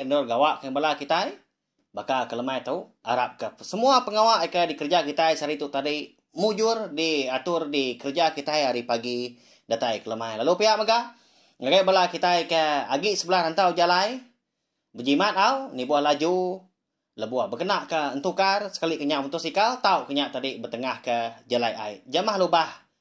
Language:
Iban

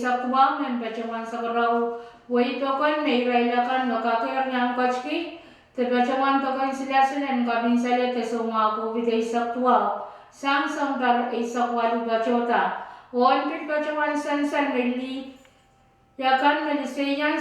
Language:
Pohnpeian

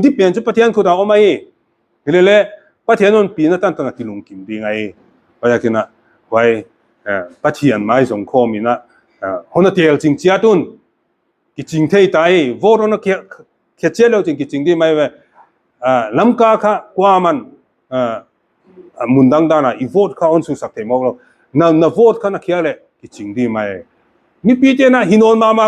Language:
Paite Chin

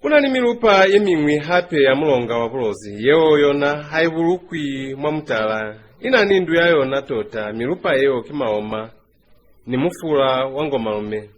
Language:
Lozi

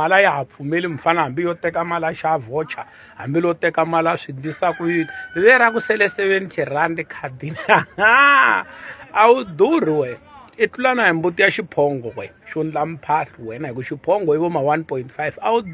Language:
Tsonga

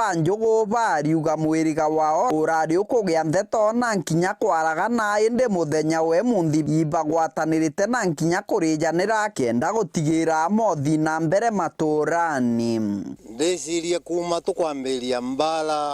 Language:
Meru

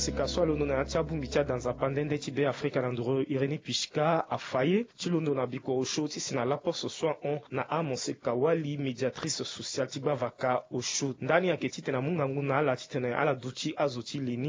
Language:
Sango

